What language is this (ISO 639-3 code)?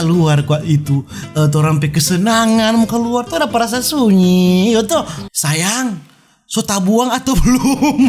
xmm